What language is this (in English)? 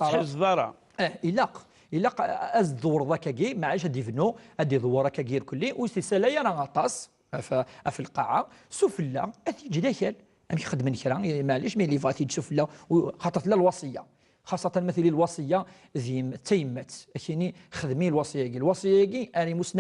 Kabyle